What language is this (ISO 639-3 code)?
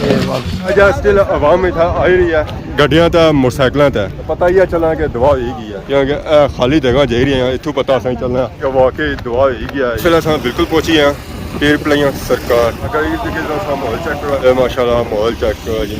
phr